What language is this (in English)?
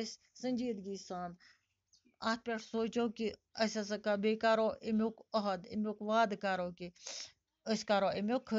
Kashmiri